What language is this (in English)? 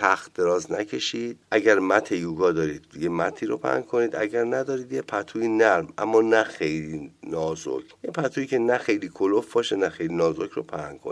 Persian